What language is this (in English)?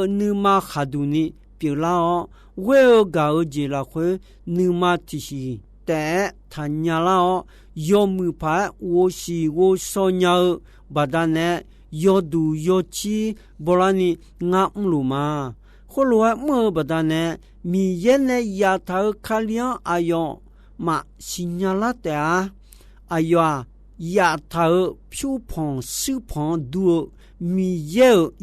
Akha